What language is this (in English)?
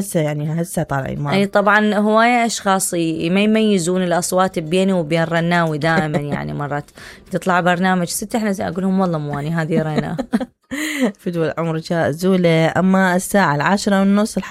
Mesopotamian Arabic